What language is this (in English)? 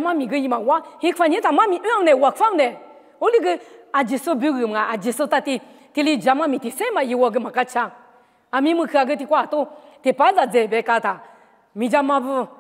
Lisu